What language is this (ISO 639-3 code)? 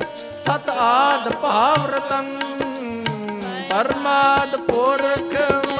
pan